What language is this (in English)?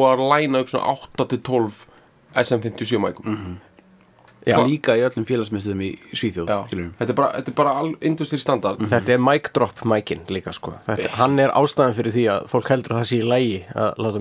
Icelandic